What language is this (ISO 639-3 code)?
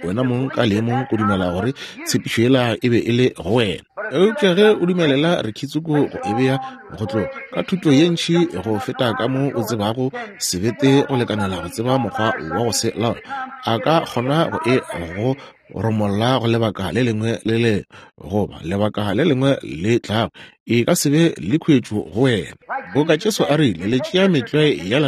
nso